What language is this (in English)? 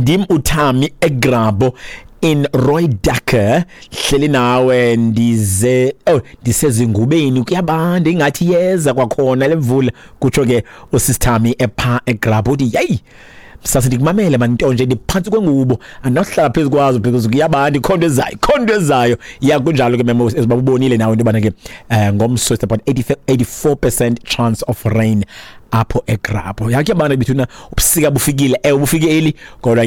Xhosa